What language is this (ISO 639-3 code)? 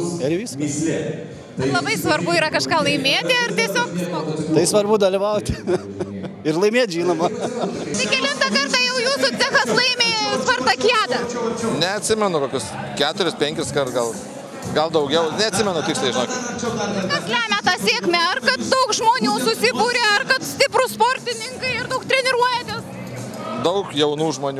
lit